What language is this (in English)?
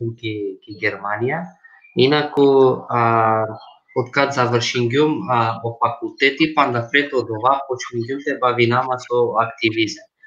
Balkan Romani